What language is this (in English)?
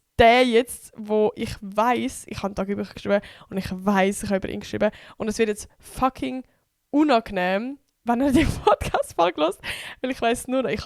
Swiss German